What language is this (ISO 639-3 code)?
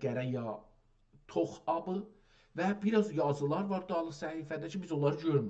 azb